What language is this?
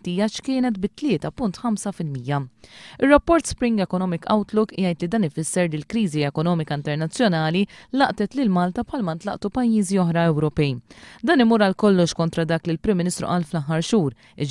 Maltese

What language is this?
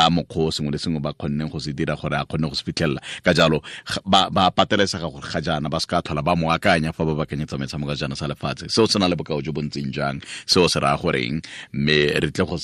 Tswana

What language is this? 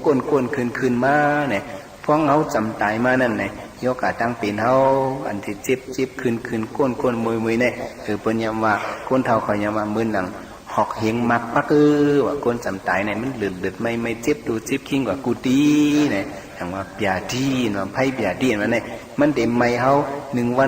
Shan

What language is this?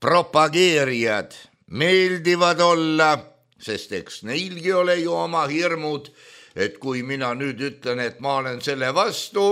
Estonian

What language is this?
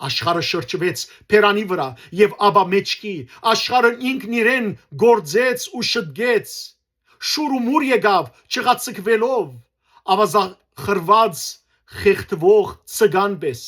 Western Armenian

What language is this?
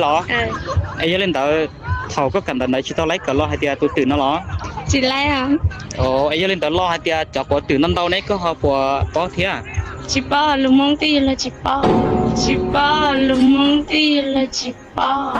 Hmong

